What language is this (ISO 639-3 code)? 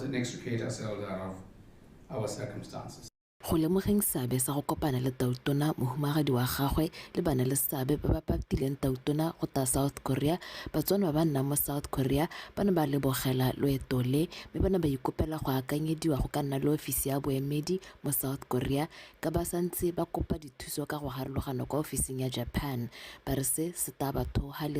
tsn